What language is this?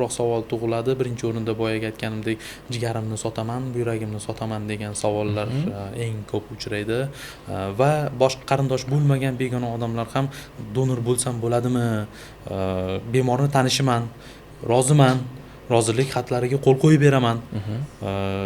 Uzbek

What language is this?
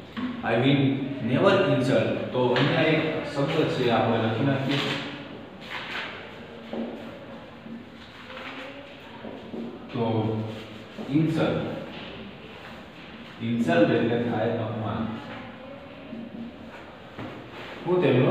Gujarati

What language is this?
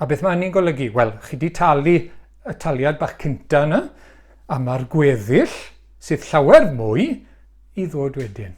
Welsh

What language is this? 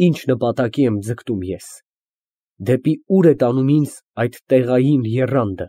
Armenian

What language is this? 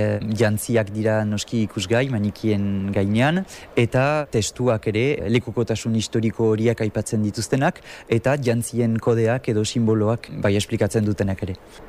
Basque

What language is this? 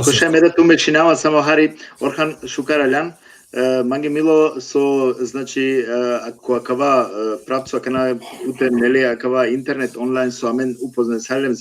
Balkan Romani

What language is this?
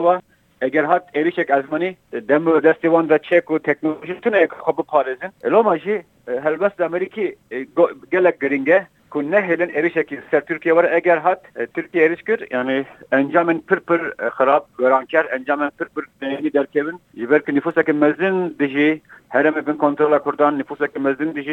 Kurdish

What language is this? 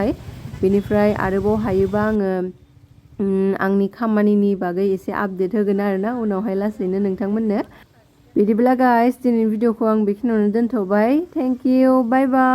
Bodo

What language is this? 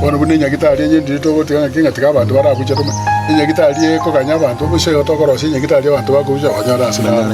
Gusii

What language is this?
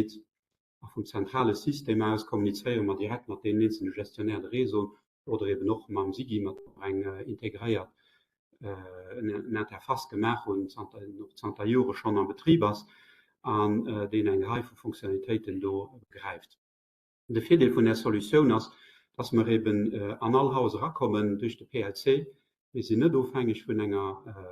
Luxembourgish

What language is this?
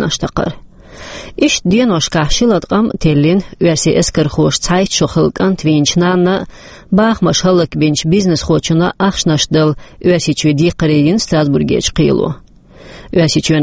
Chechen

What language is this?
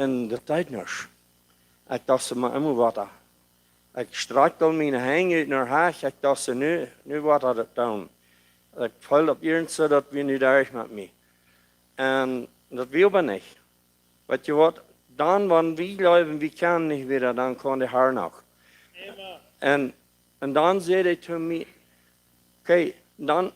Plautdietsch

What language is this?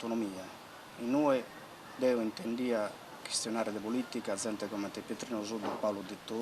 Sardinian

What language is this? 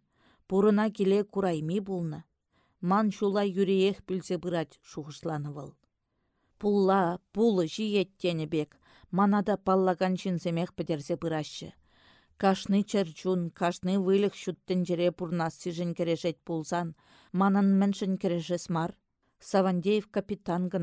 Chuvash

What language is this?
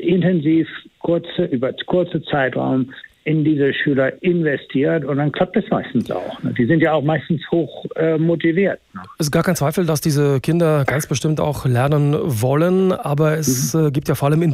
German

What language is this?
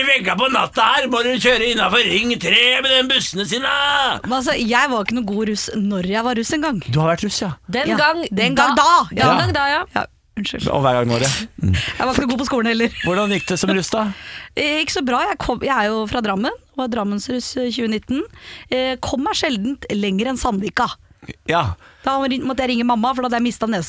Norwegian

